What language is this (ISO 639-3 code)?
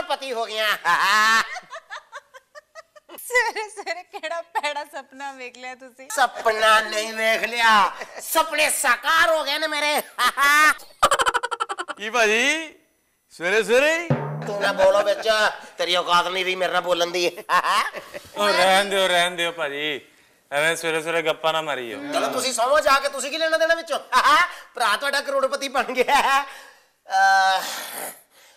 pan